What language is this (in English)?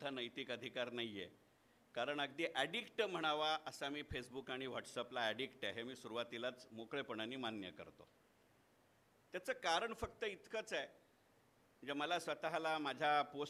Marathi